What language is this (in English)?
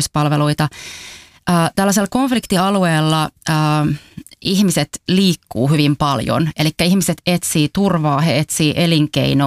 Finnish